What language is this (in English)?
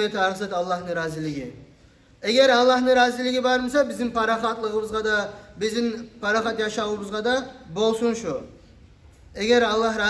Kumyk